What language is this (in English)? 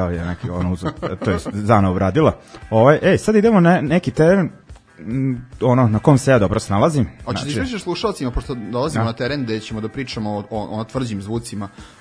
Serbian